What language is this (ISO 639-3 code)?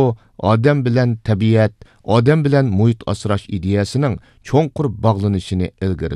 uig